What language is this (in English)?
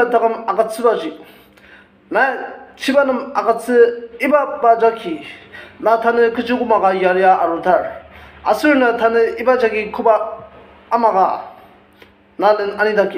Ao Naga